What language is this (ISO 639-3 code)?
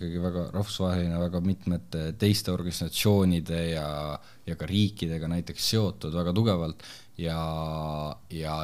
est